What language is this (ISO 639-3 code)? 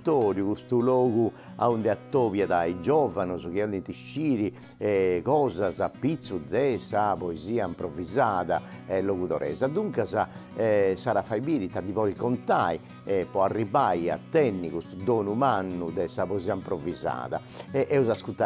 srd